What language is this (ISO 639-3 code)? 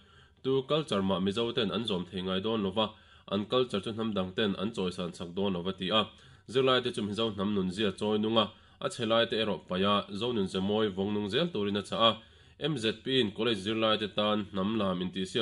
lus